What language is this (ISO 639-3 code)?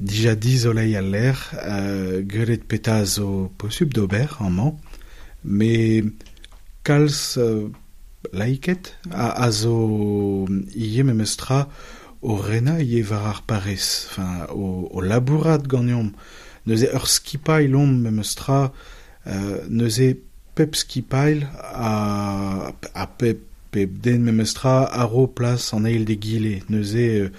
bre